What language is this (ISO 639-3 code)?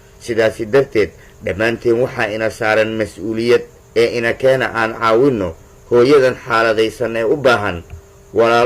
som